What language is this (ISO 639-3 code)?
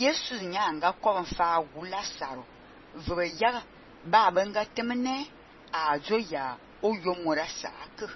fan